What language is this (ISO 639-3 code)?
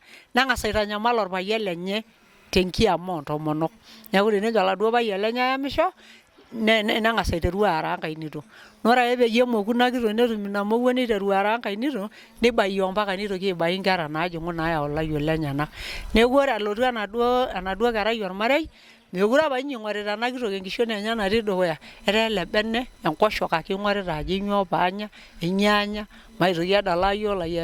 mas